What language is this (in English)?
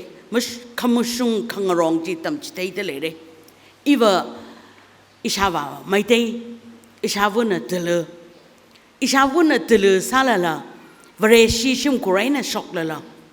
Tangkhul Naga (India)